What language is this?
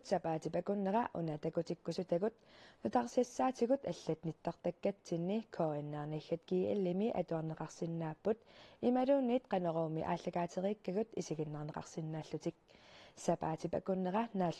Kalaallisut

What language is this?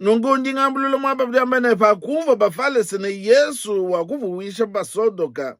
Luba-Lulua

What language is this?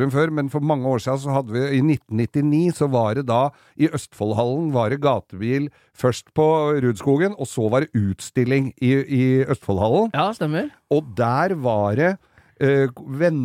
Norwegian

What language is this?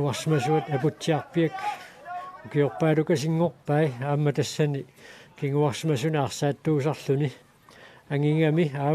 Kalaallisut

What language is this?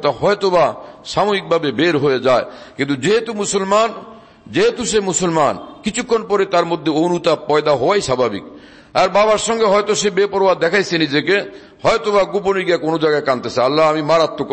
Bangla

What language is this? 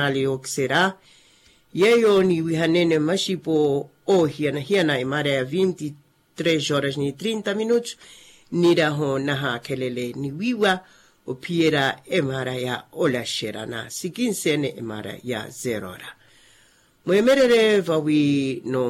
Makhuwa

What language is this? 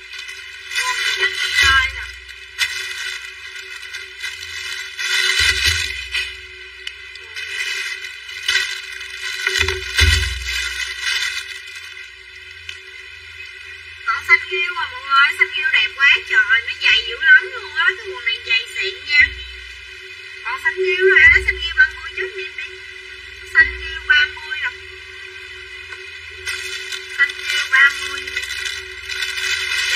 Vietnamese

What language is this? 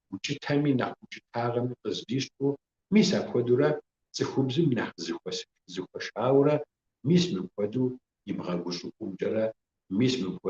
Kabardian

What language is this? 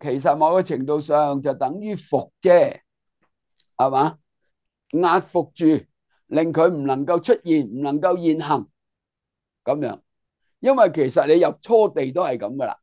Cantonese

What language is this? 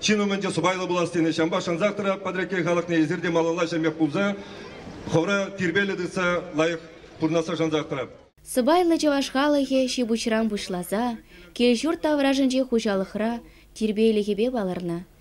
Chuvash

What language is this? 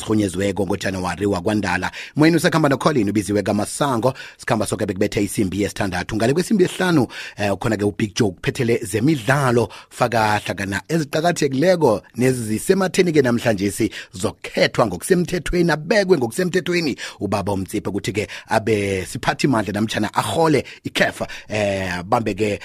South Ndebele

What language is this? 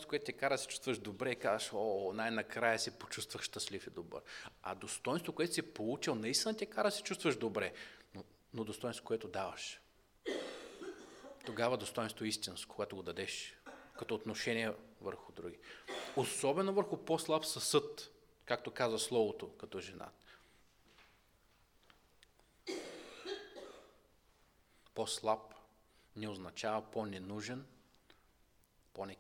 Bulgarian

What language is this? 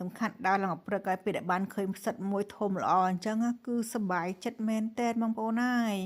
Khmer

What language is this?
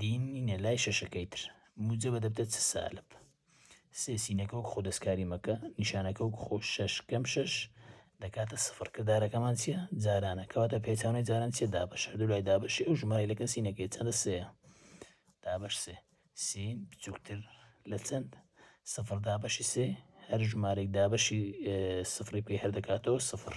Central Kurdish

